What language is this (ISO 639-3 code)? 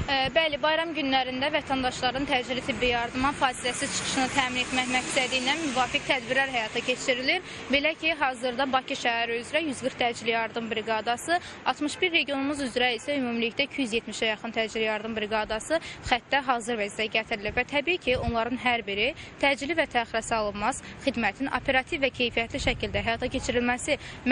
aze